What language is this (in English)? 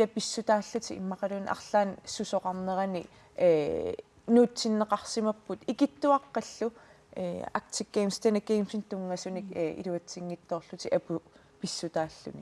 Kalaallisut